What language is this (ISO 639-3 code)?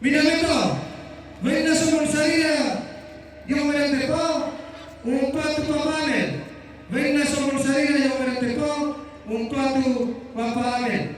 sda